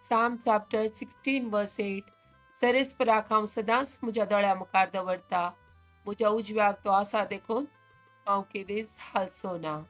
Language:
Konkani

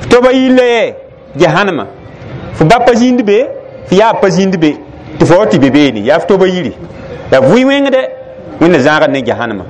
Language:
Mossi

